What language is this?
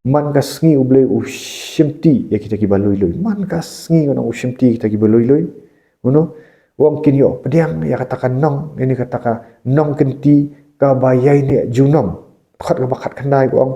Khasi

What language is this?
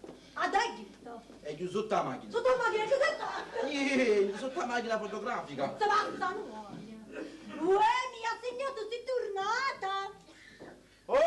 Neapolitan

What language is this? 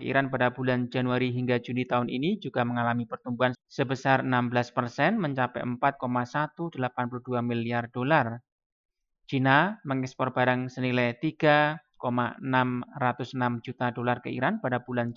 Indonesian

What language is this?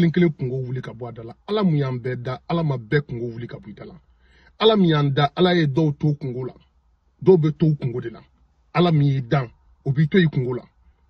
Bambara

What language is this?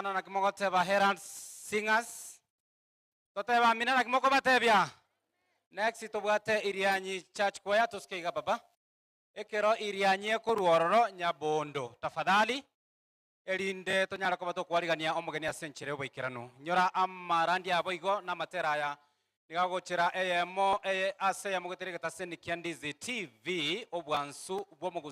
Gusii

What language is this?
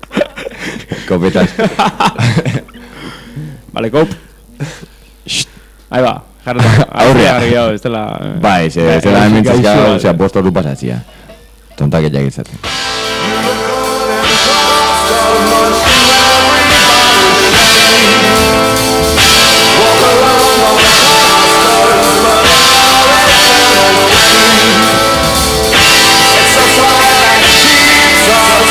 Basque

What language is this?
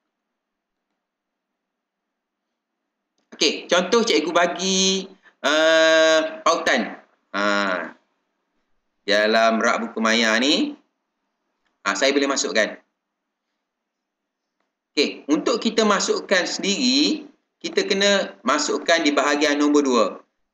Malay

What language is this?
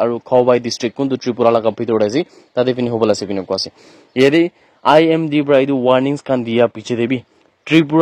Naga Pidgin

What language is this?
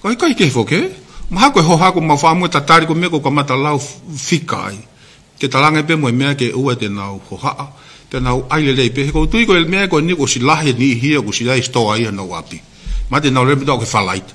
Tongan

